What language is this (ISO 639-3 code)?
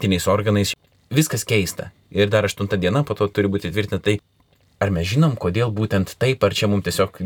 lit